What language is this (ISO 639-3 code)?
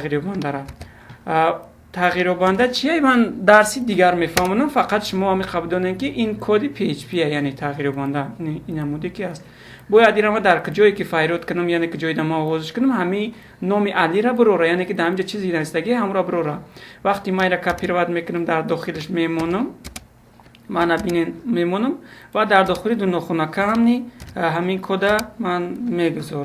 tgk